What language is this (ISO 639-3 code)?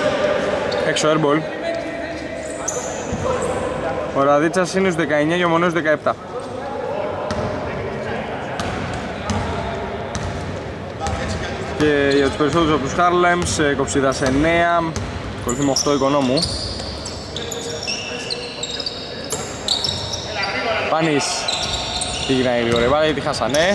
ell